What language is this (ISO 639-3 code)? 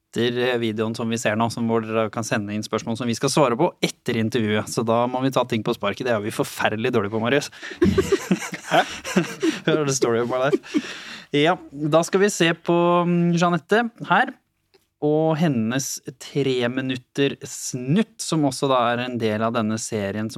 nor